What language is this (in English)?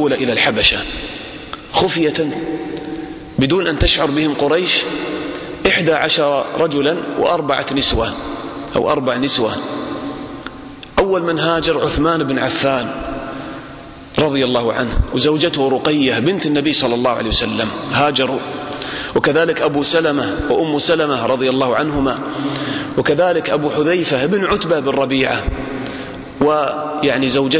Arabic